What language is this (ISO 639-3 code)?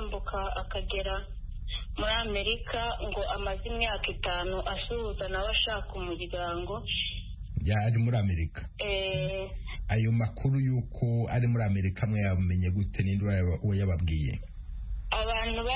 kin